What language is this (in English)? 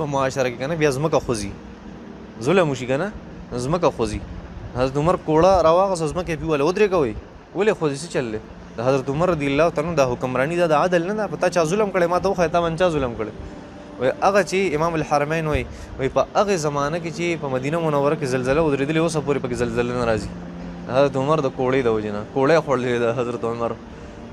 Pashto